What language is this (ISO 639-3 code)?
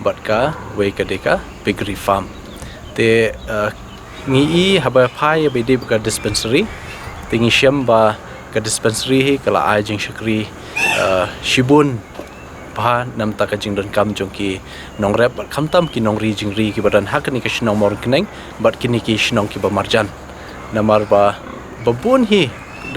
kha